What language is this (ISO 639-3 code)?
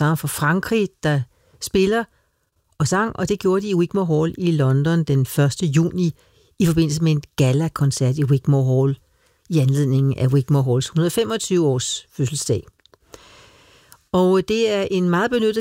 dan